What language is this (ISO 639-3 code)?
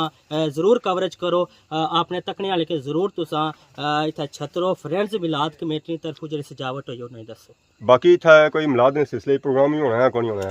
phr